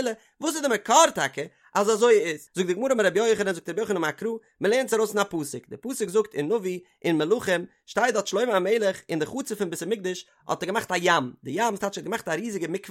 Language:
Yiddish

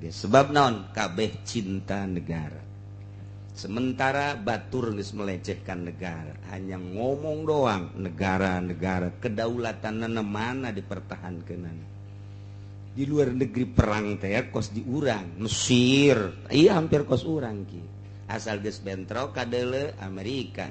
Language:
Sundanese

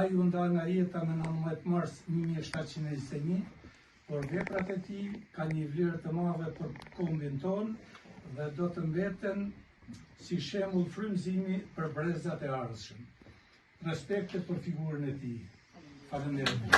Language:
Albanian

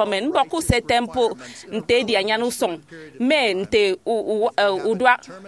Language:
Efik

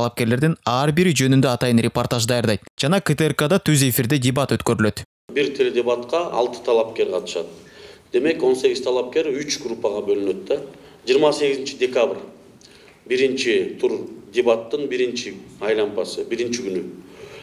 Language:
Kyrgyz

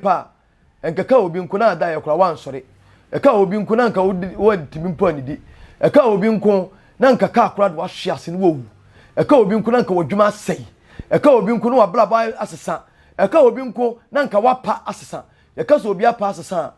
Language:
Akan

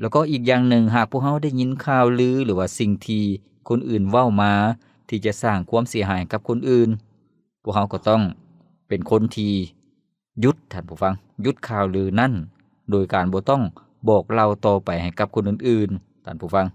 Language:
Lao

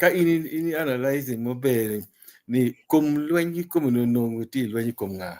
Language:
Acoli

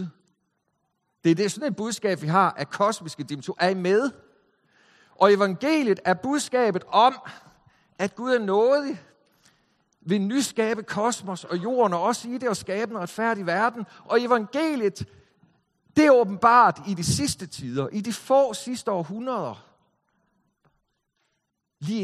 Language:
Danish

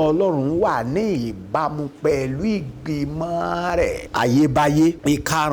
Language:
Yoruba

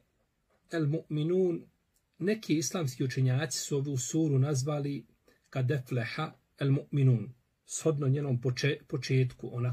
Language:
Bosnian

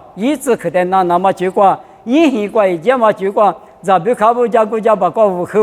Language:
Lisu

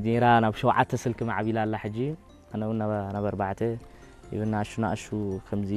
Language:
Tigrinya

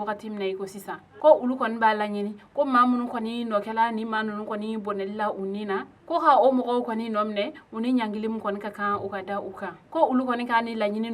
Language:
Bambara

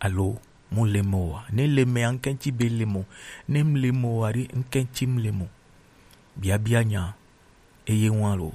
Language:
Gen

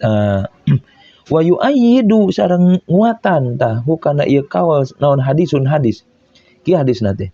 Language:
Sundanese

